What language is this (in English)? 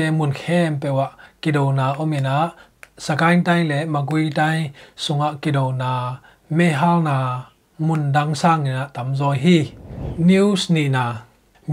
Tedim Chin